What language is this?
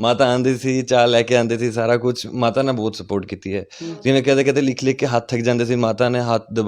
Dogri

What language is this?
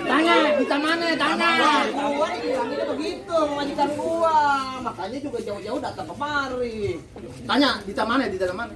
Betawi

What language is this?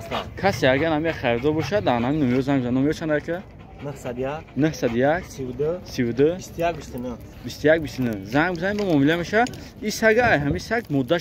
Tajik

